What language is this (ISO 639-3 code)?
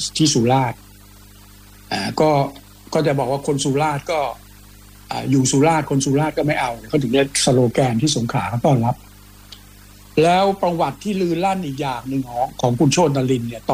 tha